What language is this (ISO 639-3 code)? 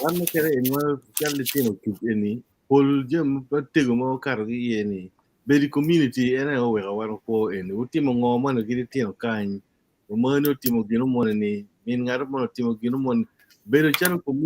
ach